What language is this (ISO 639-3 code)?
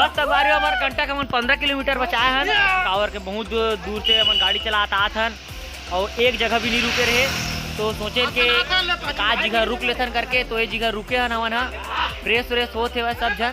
hne